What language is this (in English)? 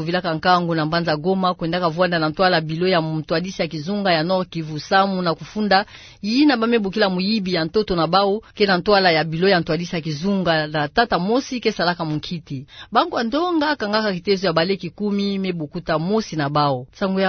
Kituba (Democratic Republic of Congo)